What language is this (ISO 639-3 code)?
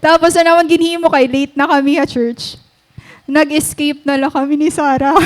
war